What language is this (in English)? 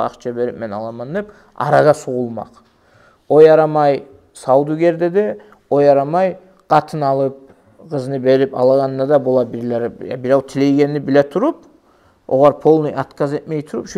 Kumyk